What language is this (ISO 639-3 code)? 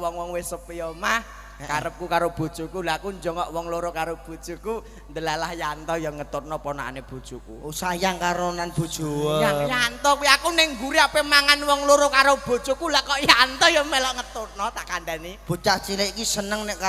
jav